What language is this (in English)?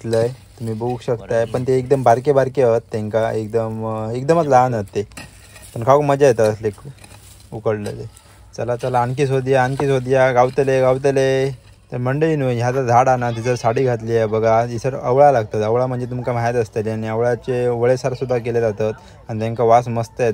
Konkani